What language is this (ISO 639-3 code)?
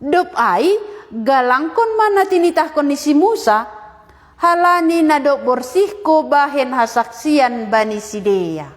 bts